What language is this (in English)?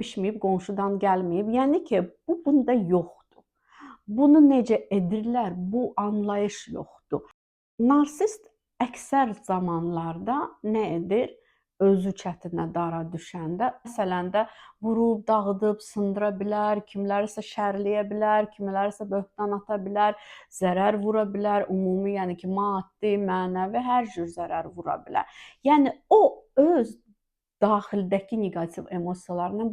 Azerbaijani